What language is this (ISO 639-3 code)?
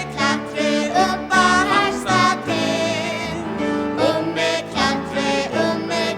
fao